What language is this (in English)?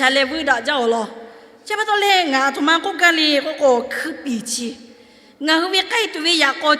Lahu